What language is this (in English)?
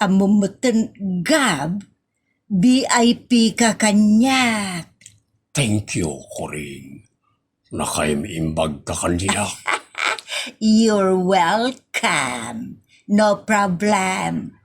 Iloko